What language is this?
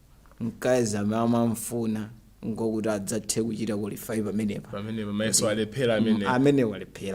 Nyanja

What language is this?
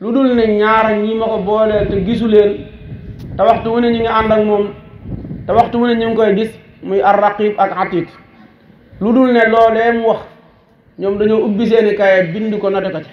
Wolof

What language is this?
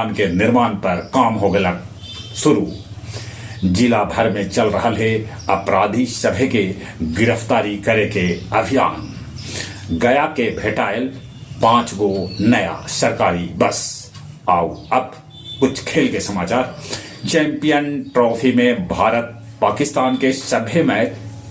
Magahi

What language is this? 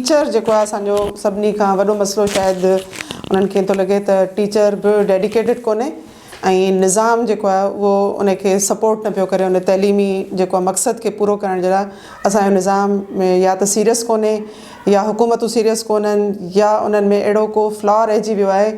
Sindhi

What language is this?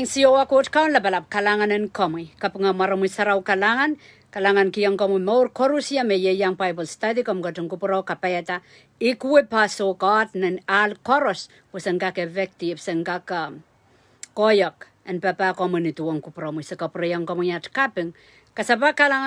Pohnpeian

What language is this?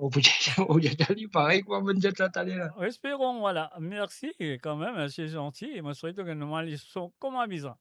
Morisyen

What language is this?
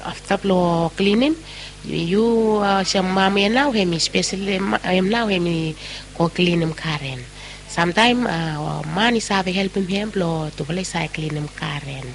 Bislama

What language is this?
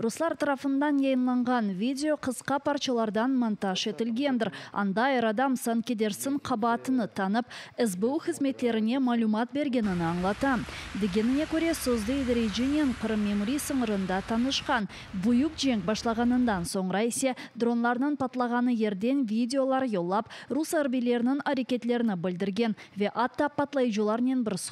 Crimean Tatar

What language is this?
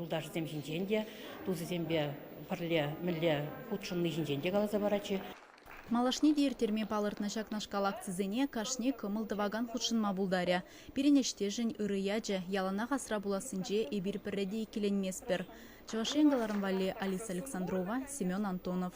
Chuvash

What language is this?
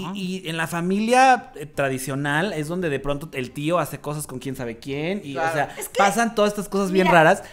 Spanish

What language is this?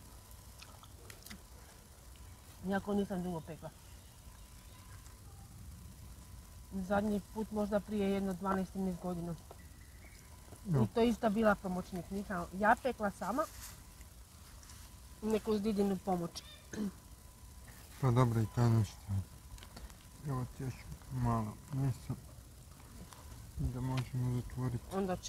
Croatian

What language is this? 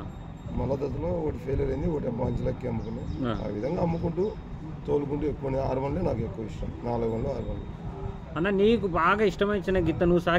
Telugu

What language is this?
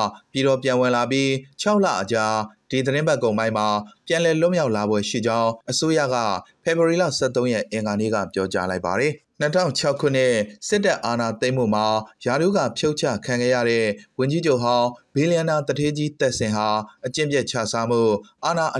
Burmese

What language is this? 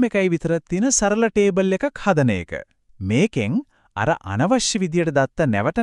Sinhala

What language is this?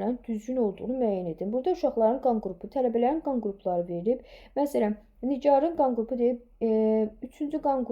Azerbaijani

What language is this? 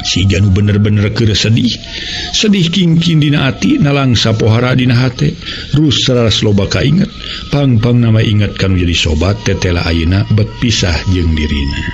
Sundanese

